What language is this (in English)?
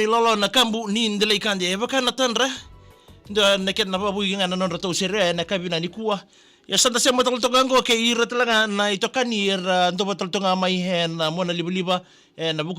Fijian